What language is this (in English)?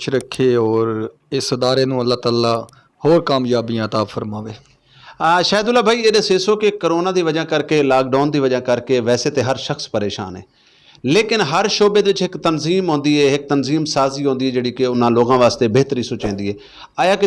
Saraiki